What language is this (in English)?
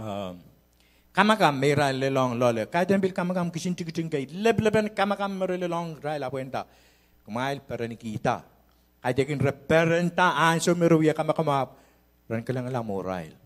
Pohnpeian